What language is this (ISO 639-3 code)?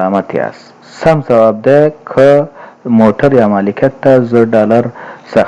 pus